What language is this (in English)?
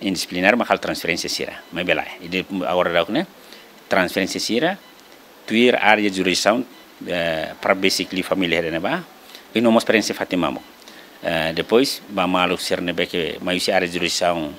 Tetum